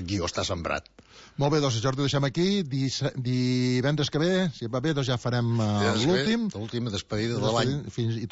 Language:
Catalan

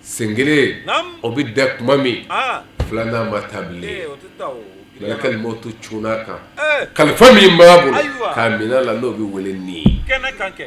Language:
Bambara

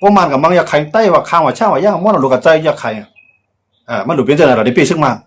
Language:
Shan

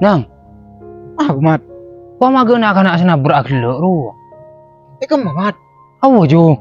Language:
Madurese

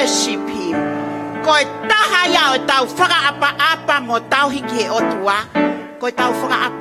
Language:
Tongan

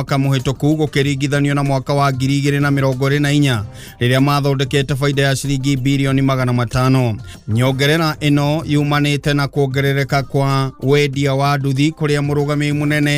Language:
Kikuyu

